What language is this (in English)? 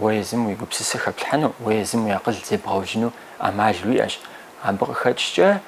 Kabardian